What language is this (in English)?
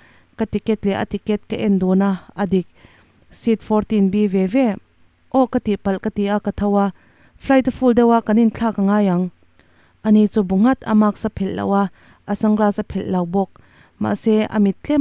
Mizo